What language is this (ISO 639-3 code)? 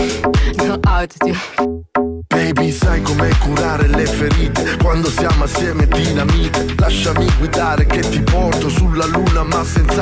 ita